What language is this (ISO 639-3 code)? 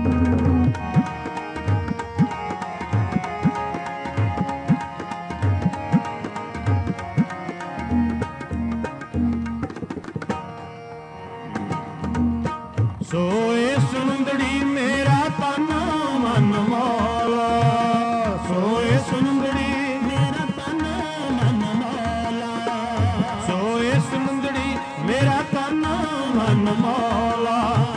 pan